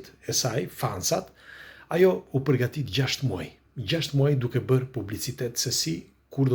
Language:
Albanian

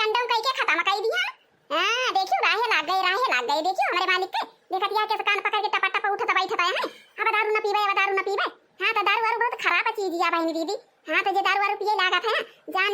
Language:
Awadhi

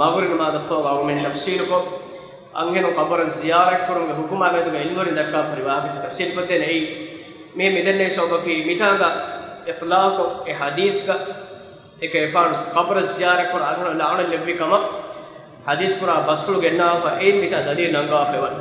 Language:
Divehi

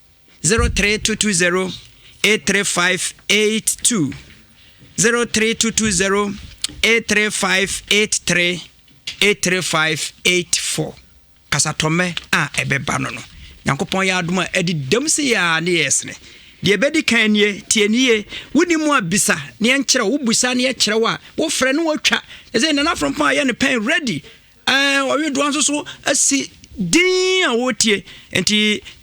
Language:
Akan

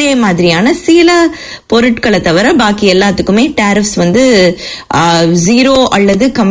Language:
Tamil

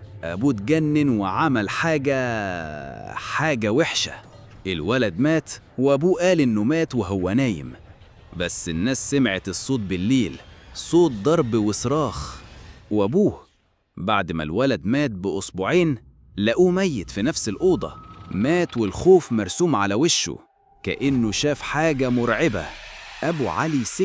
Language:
Egyptian Arabic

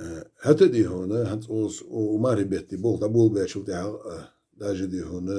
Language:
Ingush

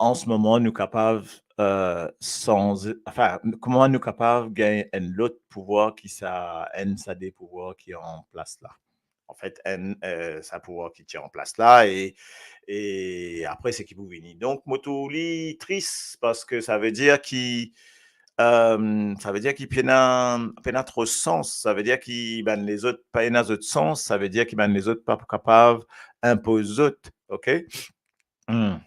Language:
Morisyen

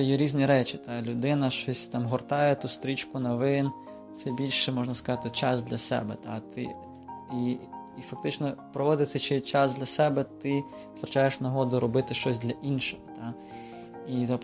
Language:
Ukrainian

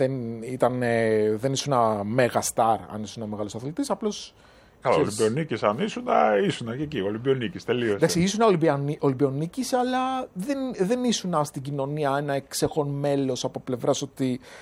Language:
Greek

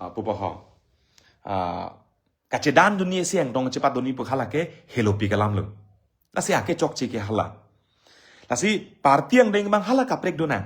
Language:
Karbi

